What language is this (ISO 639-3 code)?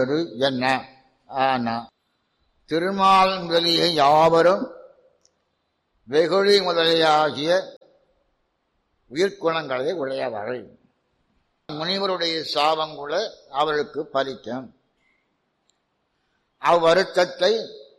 tam